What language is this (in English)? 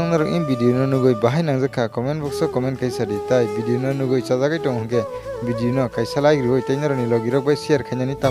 Kok Borok